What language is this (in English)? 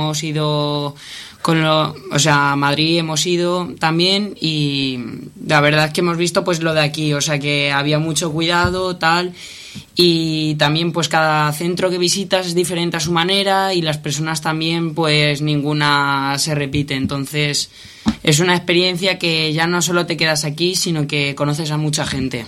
Spanish